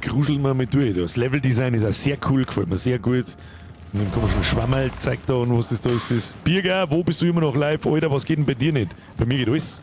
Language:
Bavarian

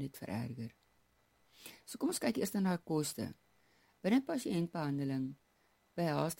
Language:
Afrikaans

